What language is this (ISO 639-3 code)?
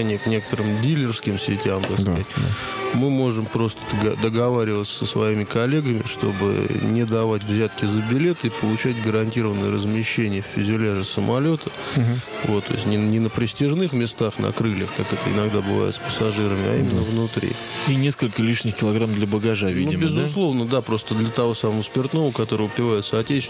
rus